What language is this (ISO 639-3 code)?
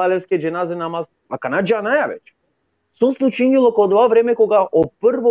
rmn